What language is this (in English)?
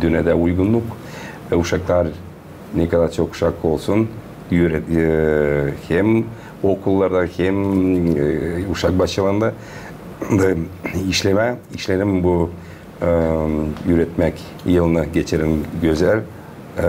Gagauz